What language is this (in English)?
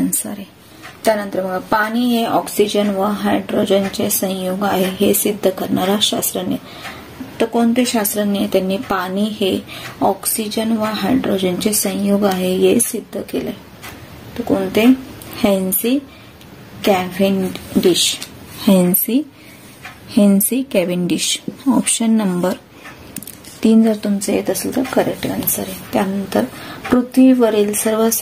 Marathi